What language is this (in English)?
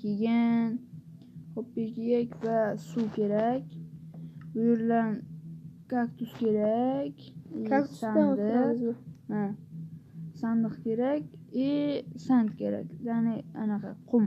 Uzbek